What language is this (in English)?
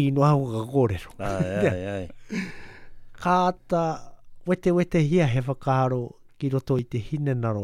Māori